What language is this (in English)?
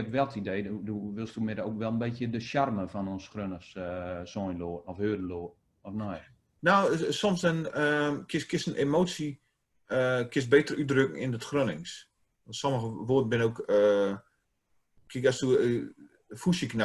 Gronings